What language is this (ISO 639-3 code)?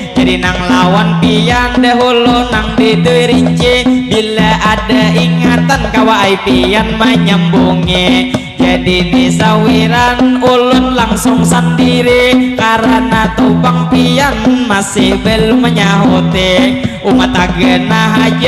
bjn